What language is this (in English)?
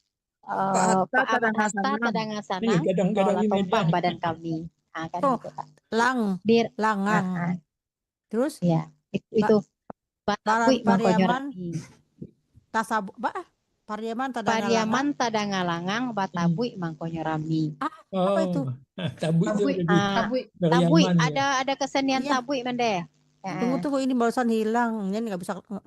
Minangkabau